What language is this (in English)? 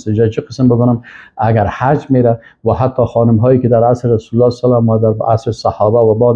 Persian